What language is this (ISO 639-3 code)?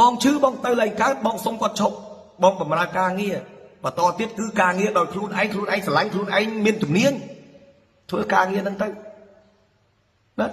khm